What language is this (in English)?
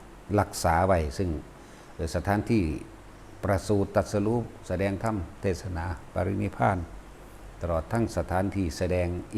Lao